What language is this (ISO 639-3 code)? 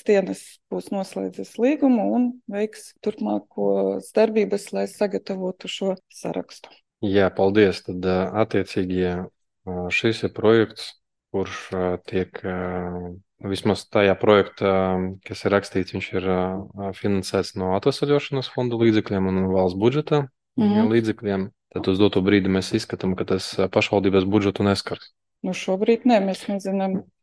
lav